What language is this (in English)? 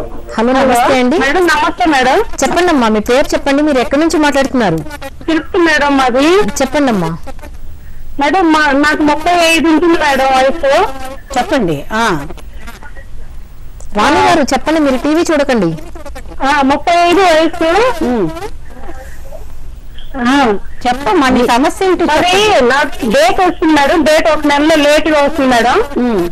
Telugu